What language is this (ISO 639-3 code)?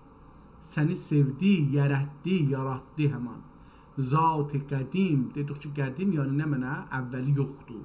azb